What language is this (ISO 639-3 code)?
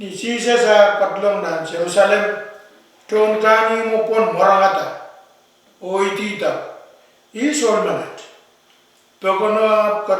pon